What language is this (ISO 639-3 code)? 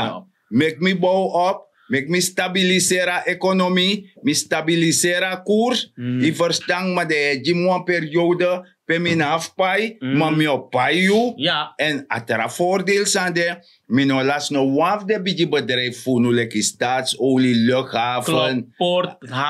srn